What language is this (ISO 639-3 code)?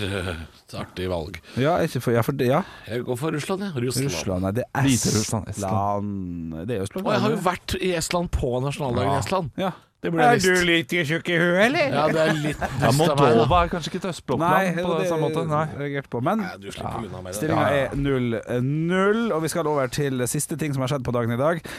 nor